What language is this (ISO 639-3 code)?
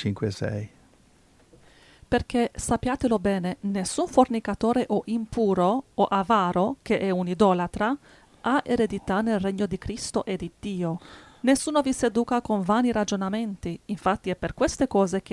ita